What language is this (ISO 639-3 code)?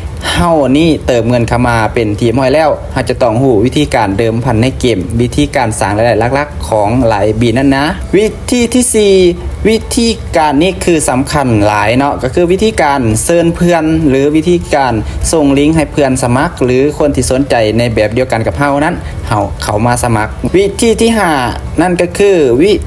lao